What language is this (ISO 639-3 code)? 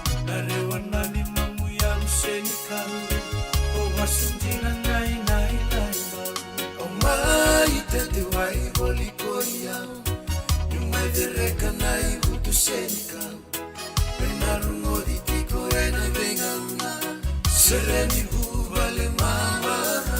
fij